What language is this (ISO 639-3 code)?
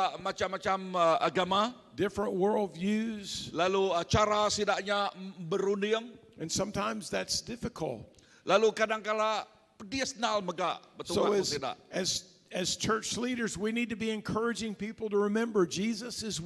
iba